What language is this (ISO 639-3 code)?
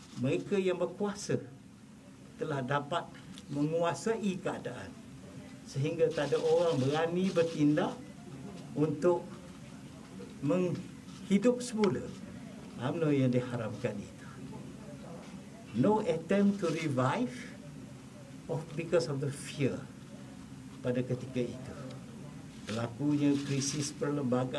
msa